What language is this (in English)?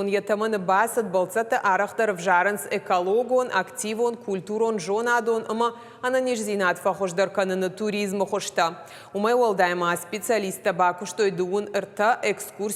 Ossetic